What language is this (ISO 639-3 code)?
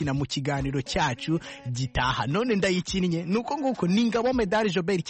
kin